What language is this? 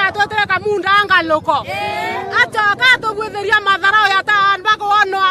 Meru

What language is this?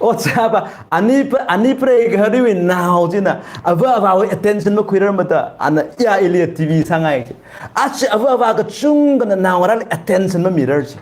Tangkhul Naga (India)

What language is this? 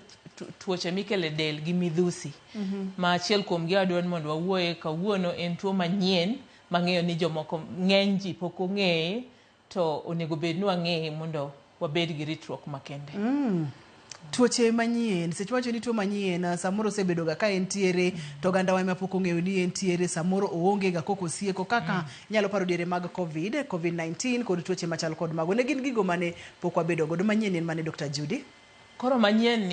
Luo (Kenya and Tanzania)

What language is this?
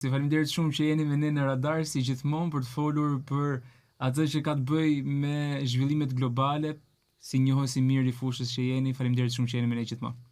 Albanian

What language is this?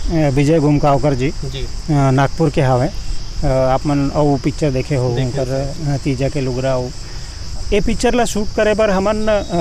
Chhattisgarhi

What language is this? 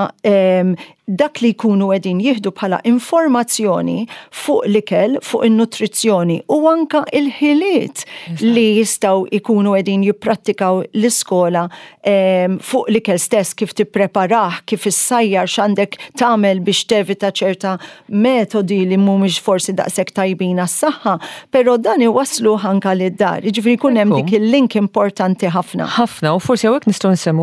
Maltese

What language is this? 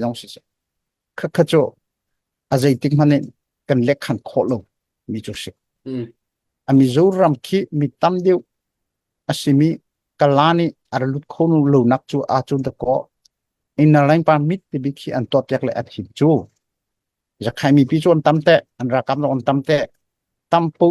Hakha Chin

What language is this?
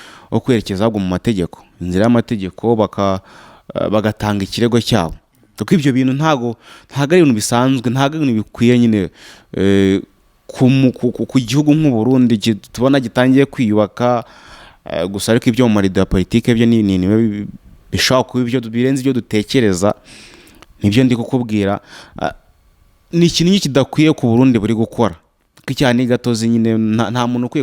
Kinyarwanda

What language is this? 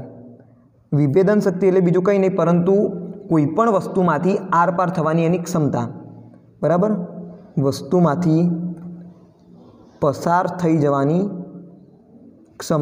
Gujarati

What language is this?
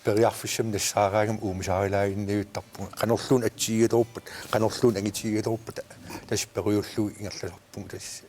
Kalaallisut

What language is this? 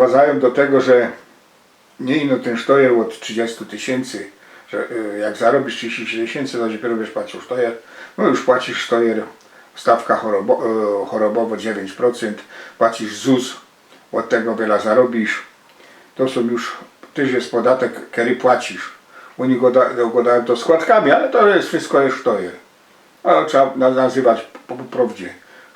Silesian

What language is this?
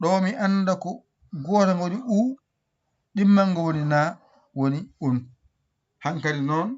Fula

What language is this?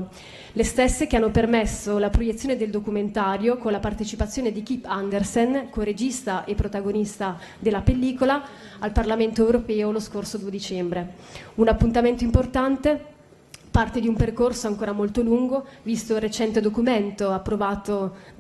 Italian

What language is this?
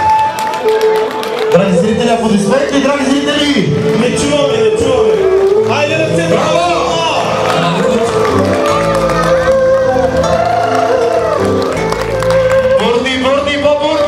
Bulgarian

